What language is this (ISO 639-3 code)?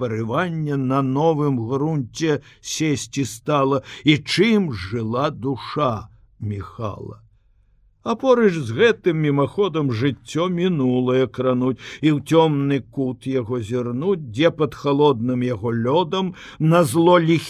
bel